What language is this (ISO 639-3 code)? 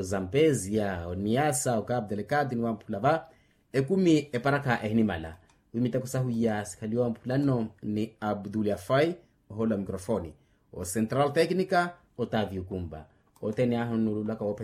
vmw